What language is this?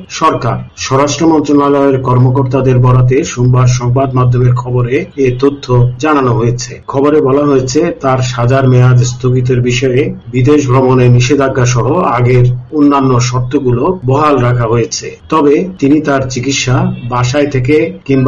Bangla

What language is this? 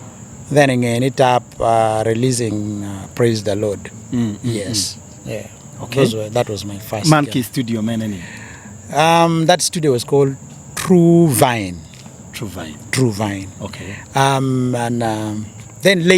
Acoli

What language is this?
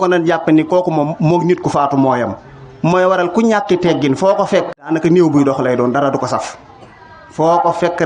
Wolof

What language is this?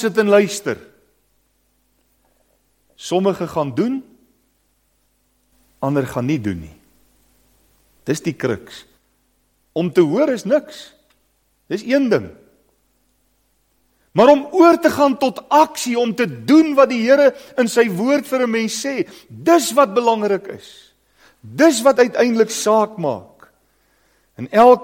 Afrikaans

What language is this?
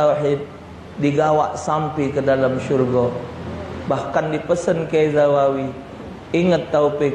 Musi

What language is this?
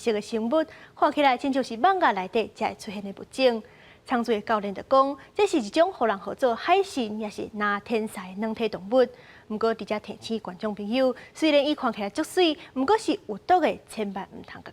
Min Nan Chinese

